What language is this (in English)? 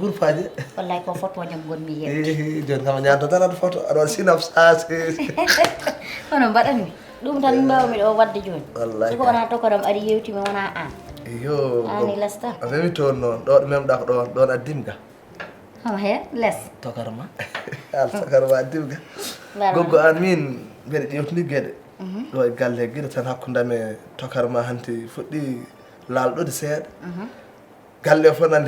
Fula